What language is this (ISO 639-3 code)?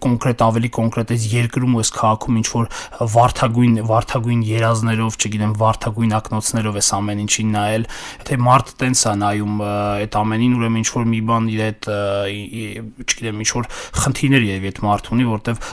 hye